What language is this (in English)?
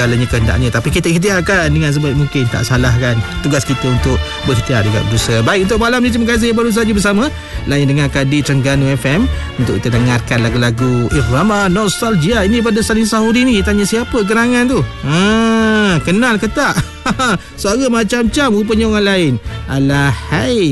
Malay